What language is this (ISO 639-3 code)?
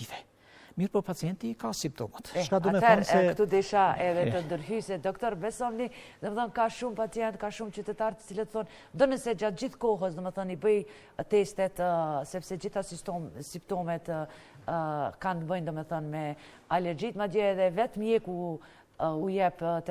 sqi